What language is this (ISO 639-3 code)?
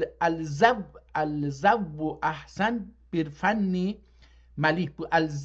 azb